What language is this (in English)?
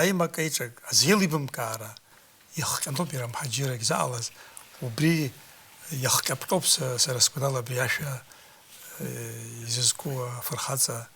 Abkhazian